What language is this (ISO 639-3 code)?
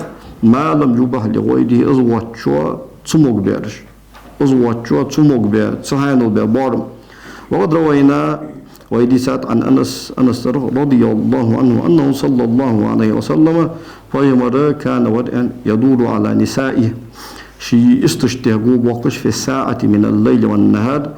inh